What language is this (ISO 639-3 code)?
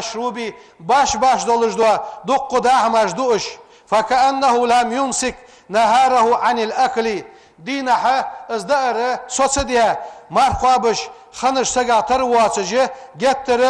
inh